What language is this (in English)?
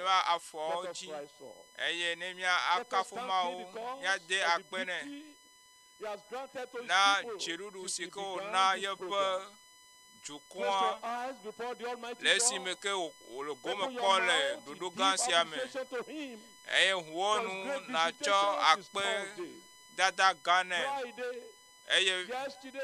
Ewe